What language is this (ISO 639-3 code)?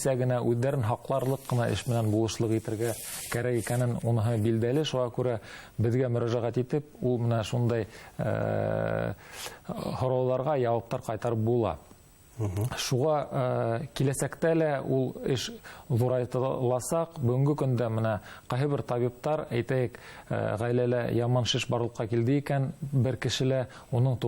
bak